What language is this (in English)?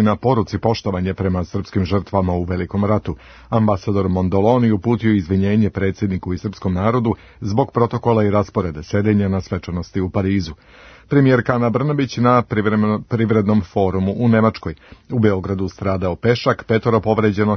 Serbian